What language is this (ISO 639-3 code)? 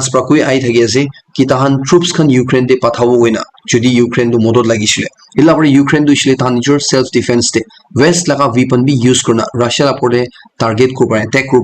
nag